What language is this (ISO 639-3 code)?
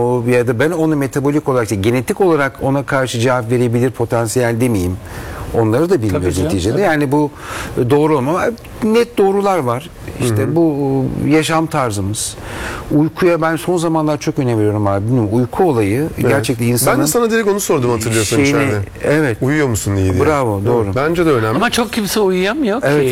tur